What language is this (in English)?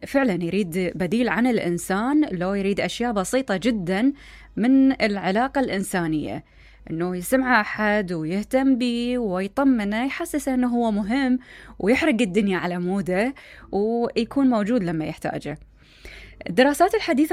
Mesopotamian Arabic